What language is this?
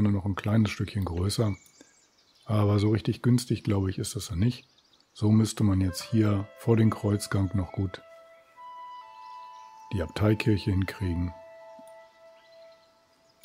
German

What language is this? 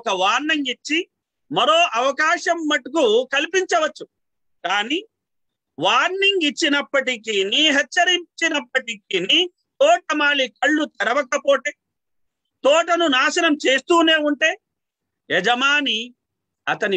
Telugu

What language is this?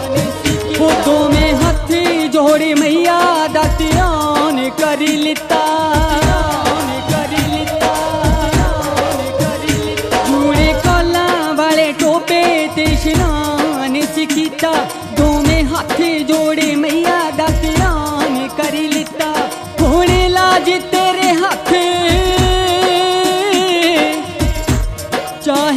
Punjabi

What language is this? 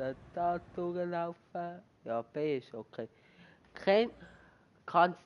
Swiss German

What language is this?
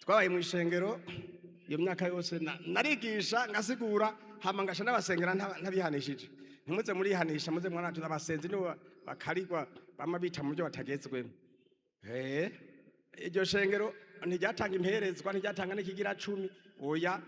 Rundi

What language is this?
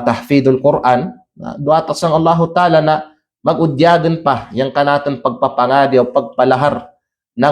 Kalagan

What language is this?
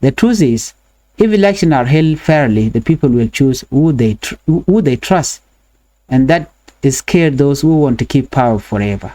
Nuer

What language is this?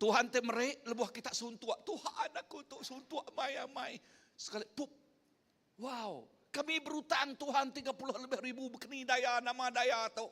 Iban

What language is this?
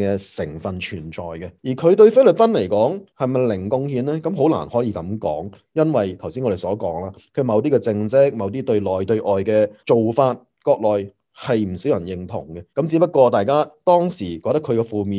Cantonese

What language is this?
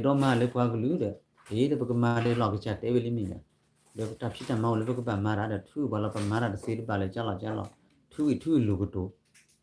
S'gaw Karen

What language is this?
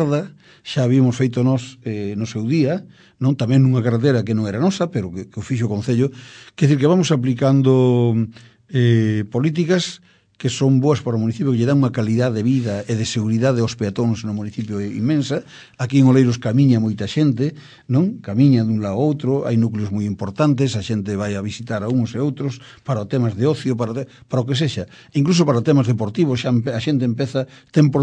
Galician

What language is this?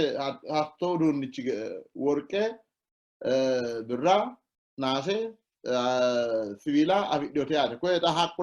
Sidamo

